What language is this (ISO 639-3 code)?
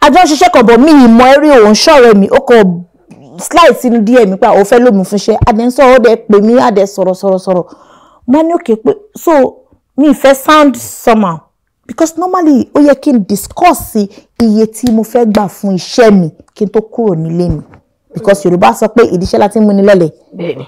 yor